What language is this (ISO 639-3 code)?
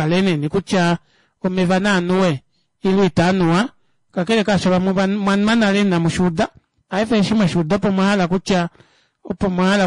kua